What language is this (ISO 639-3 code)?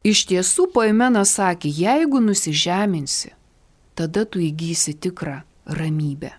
lit